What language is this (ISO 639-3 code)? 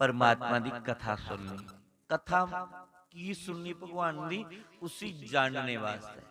doi